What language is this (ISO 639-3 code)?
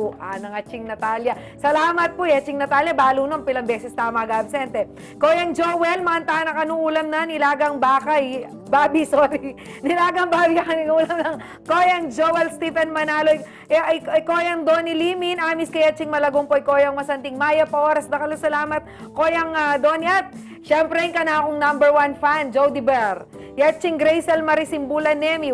pam